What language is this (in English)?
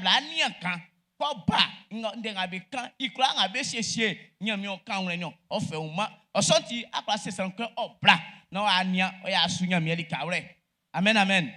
Baoulé